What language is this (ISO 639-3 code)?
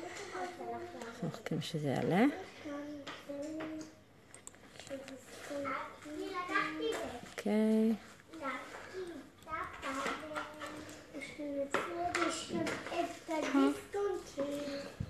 heb